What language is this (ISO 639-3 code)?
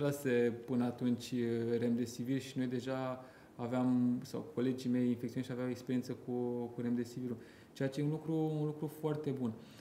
ron